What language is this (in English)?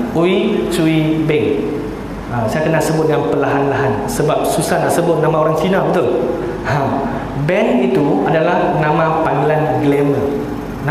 Malay